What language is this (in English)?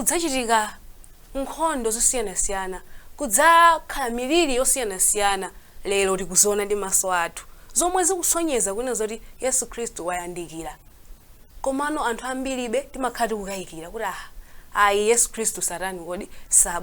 Nyanja